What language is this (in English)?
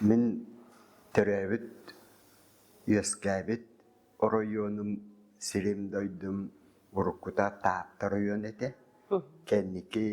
Yakut